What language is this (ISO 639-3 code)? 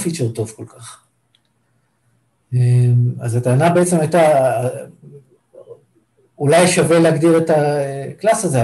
heb